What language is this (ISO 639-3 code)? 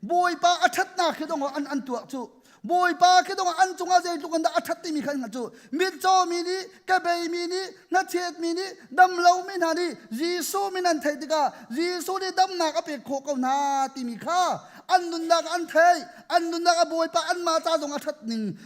cnh